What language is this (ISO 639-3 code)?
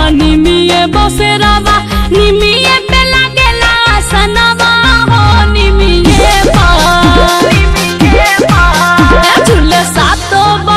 bho